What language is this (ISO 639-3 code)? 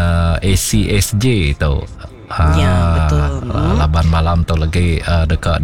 iba